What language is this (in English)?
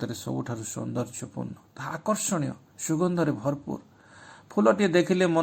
Odia